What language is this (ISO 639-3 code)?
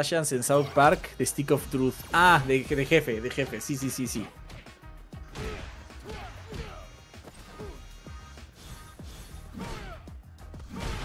spa